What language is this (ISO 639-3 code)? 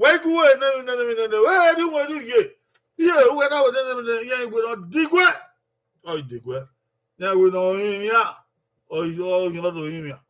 bin